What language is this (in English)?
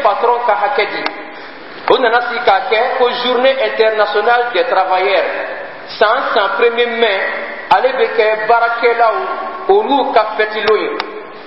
Bambara